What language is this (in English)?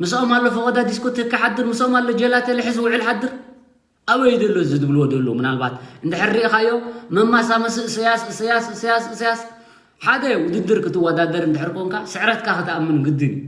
Tigrinya